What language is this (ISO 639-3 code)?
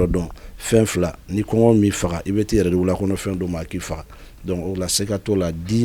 bam